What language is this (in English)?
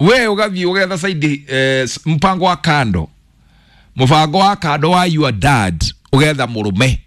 Kikuyu